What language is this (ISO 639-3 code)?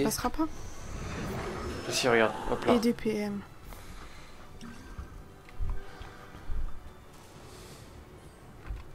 fra